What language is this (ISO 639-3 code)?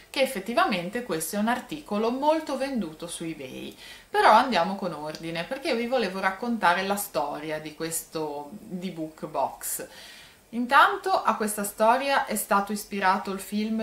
ita